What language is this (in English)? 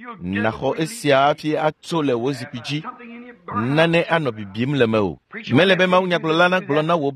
Ewe